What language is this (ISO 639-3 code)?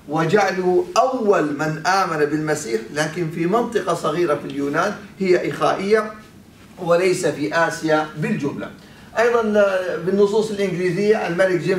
ara